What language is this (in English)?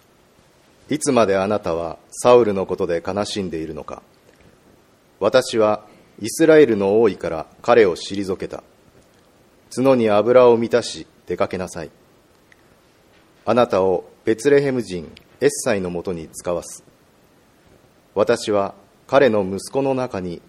Japanese